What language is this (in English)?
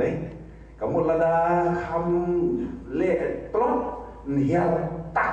Khasi